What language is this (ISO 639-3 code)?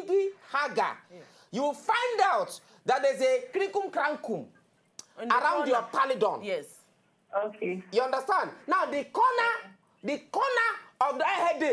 pcm